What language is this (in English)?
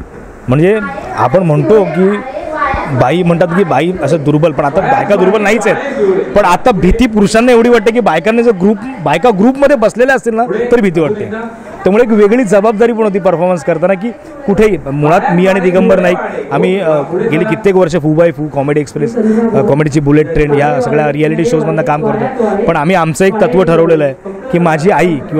Marathi